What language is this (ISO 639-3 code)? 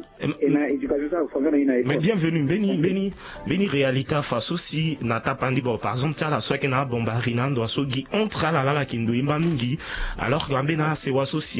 sag